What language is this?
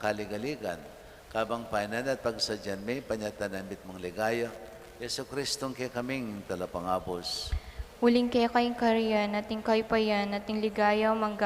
Pampanga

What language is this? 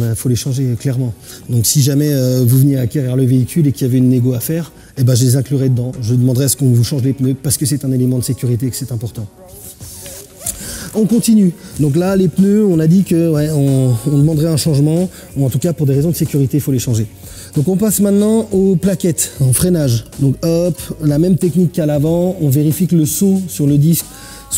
French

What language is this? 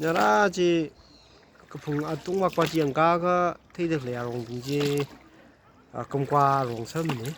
Tangkhul Naga (India)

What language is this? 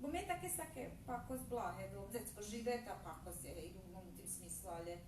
Rusyn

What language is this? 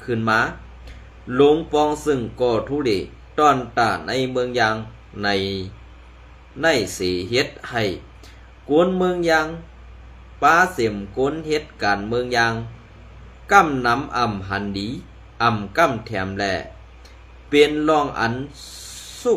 Shan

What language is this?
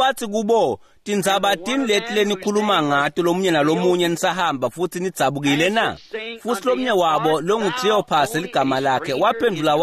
Swati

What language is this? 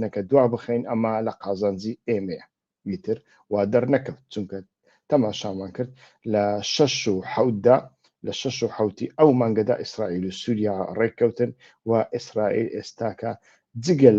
Central Kurdish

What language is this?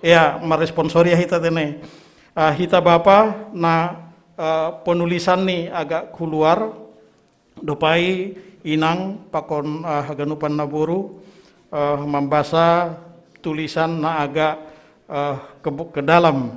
Batak Simalungun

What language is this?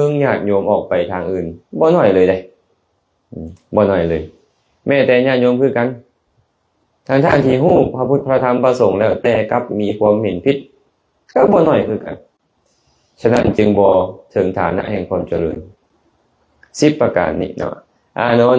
Lao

